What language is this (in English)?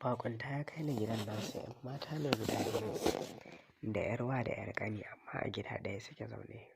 Hausa